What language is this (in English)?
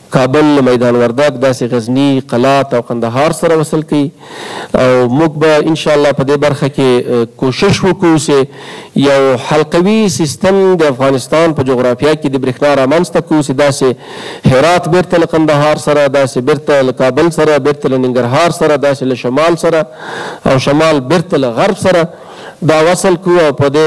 Pashto